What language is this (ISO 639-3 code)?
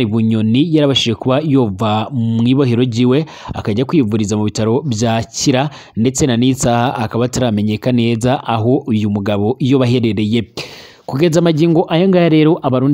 run